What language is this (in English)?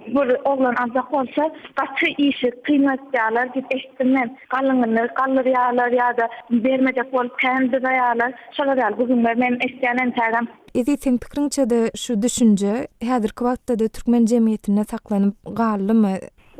Turkmen